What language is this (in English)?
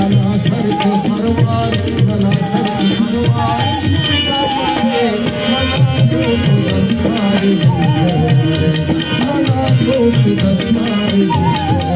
Brahui